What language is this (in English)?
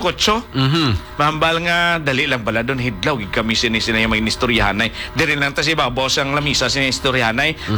Hiligaynon